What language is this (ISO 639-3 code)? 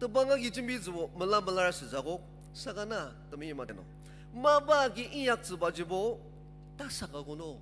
njo